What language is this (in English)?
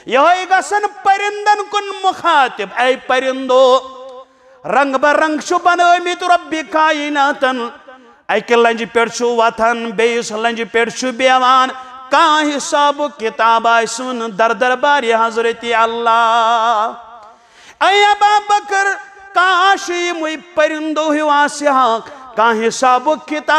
Kashmiri